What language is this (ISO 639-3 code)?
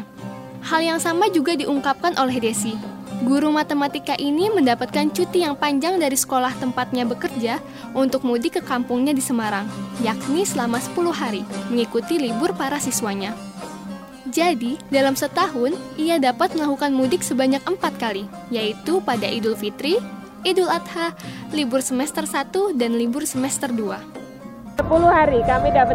ind